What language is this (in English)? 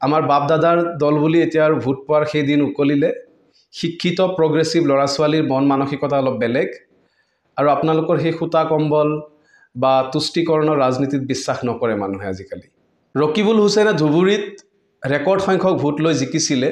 Assamese